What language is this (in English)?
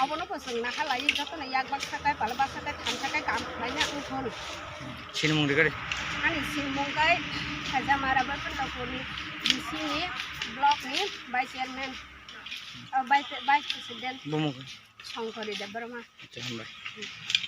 Kok Borok